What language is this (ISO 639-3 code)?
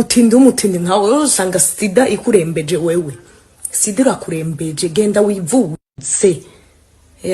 run